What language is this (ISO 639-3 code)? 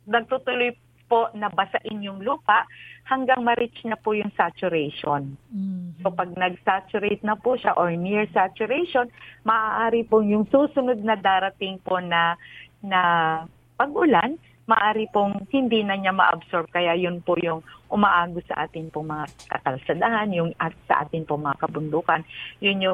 fil